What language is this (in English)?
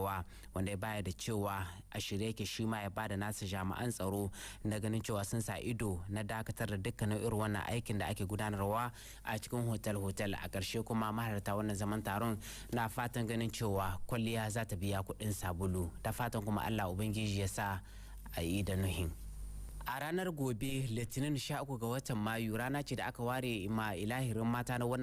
Hausa